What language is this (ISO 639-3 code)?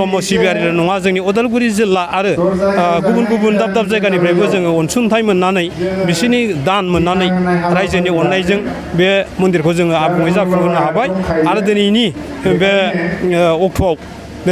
brx